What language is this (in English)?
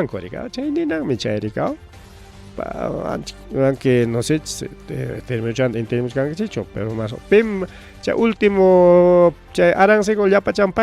Ayacucho Quechua